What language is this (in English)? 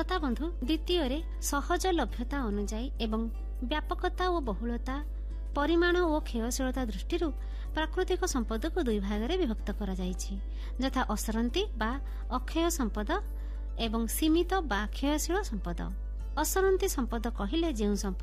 Odia